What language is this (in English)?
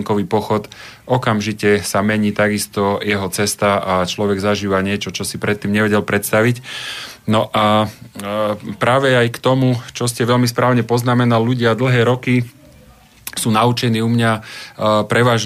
Slovak